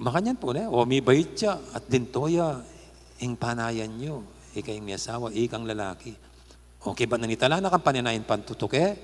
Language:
Pampanga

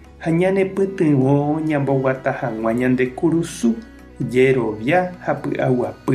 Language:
Guarani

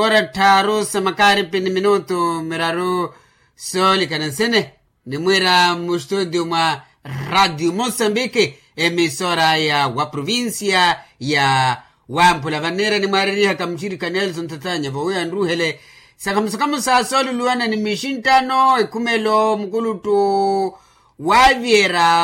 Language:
Makhuwa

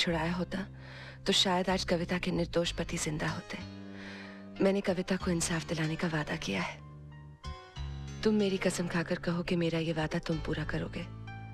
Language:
Hindi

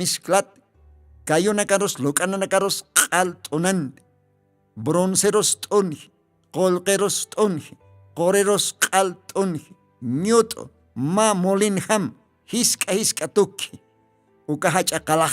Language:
Aymara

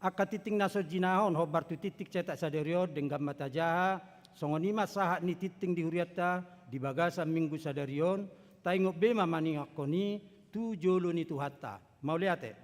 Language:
Batak Toba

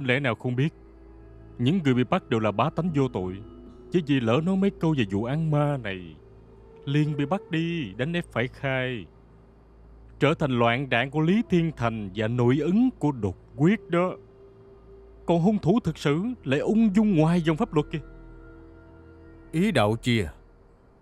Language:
Vietnamese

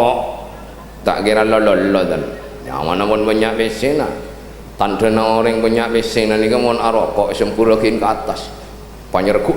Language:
Madurese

